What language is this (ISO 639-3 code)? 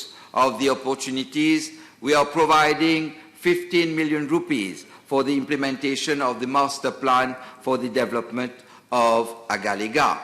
mfe